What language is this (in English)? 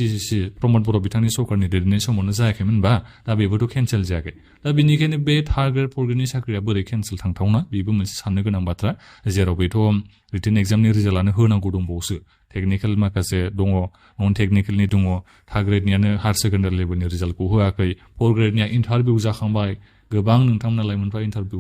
Bodo